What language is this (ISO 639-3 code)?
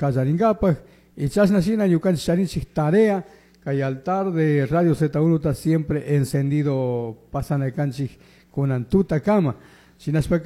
qug